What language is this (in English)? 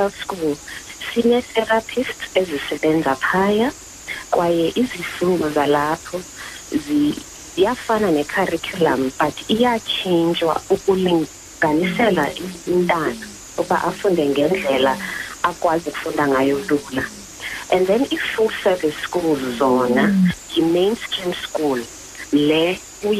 Xhosa